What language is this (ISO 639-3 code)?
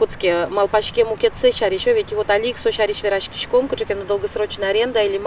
udm